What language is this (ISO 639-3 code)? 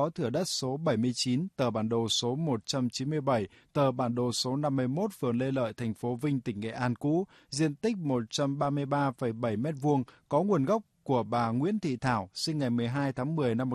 vie